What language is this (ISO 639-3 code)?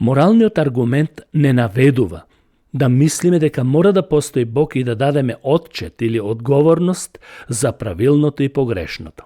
mkd